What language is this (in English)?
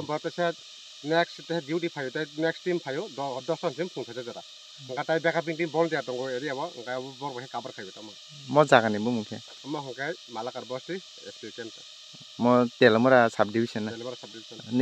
Kok Borok